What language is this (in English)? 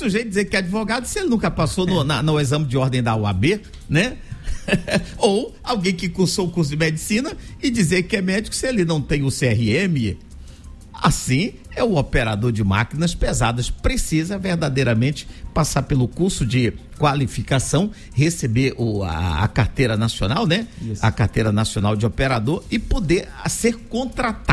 Portuguese